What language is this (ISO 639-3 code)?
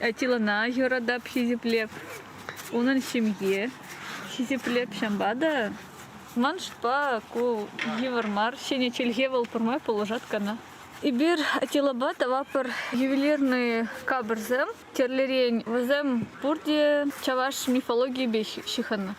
chv